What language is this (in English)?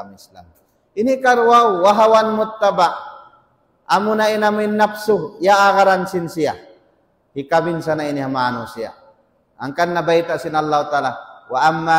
Tausug